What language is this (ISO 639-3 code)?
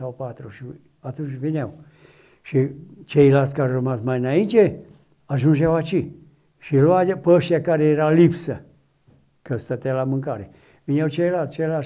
ron